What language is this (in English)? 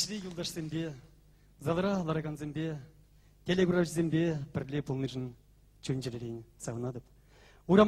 Chuvash